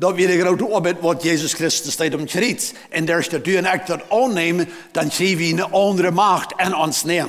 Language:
Plautdietsch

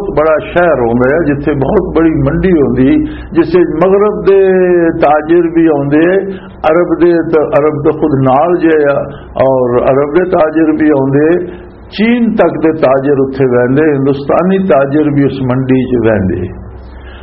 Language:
Western Panjabi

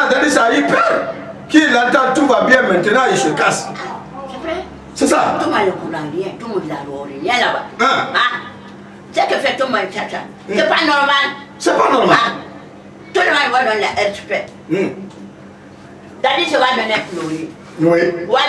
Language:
French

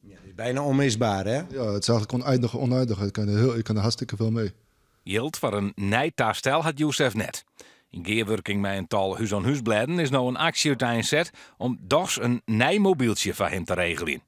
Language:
Western Frisian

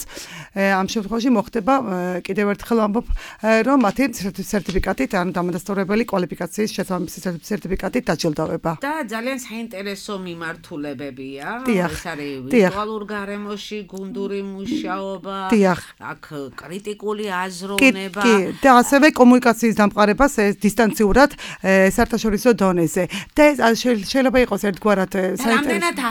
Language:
Georgian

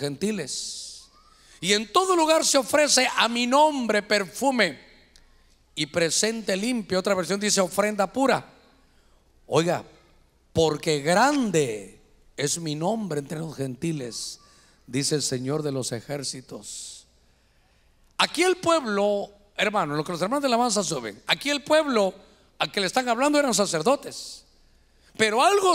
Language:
Spanish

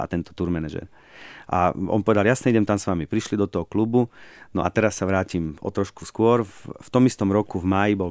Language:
Slovak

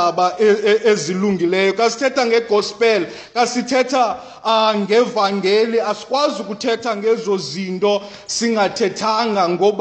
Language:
Xhosa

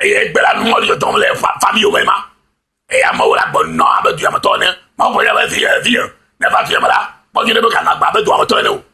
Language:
Ewe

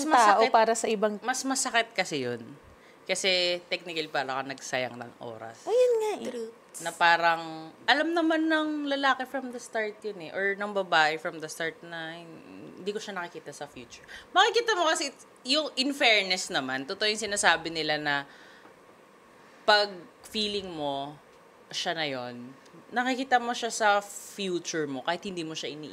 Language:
Filipino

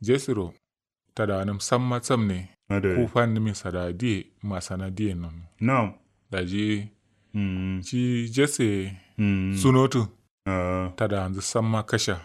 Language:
Kanuri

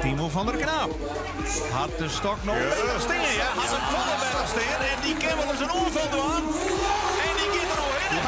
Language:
Western Frisian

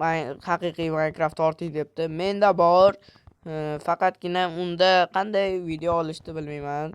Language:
Uzbek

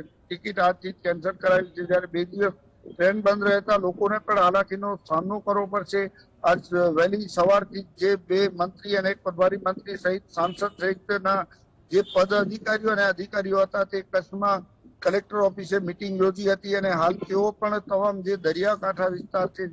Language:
Gujarati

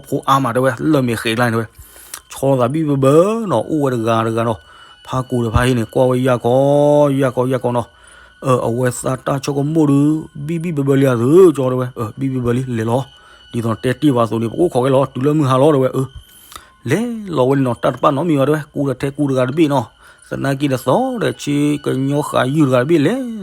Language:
S'gaw Karen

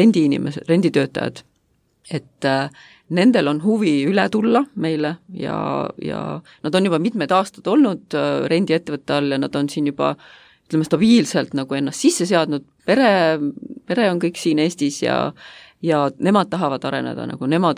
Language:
Estonian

